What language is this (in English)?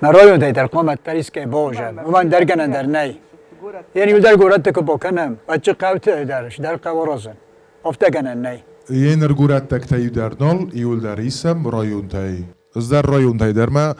Ossetic